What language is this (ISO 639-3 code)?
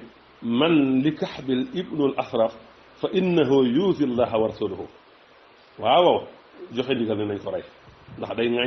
wol